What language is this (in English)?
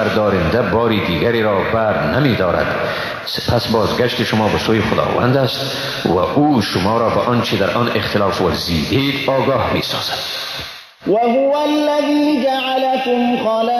Persian